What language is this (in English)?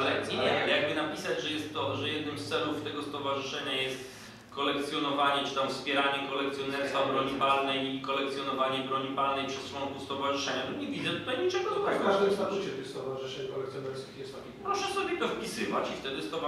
Polish